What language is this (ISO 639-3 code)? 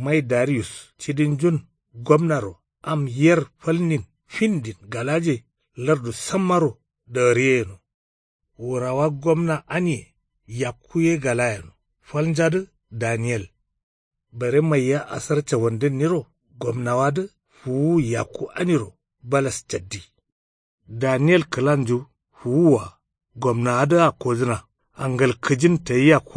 kau